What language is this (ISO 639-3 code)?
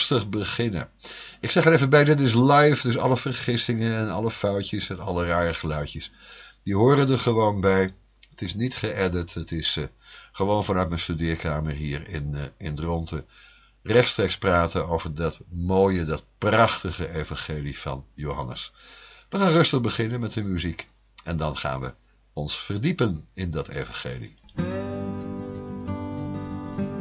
nld